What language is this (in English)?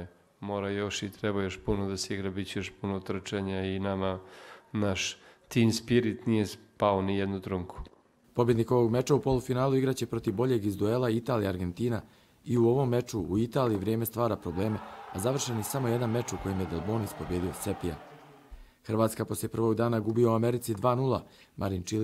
Croatian